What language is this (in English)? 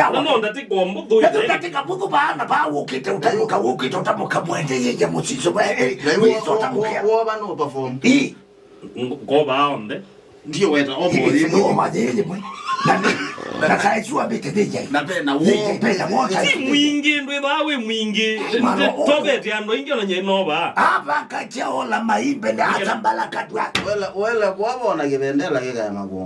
Kamba